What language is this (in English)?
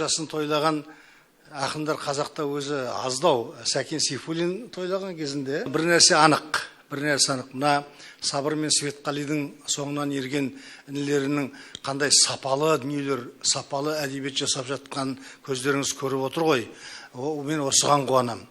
Kazakh